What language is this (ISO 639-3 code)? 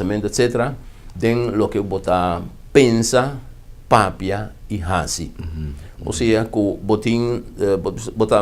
pap